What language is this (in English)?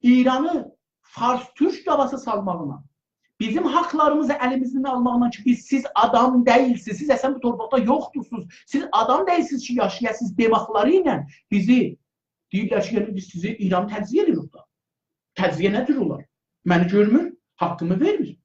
South Azerbaijani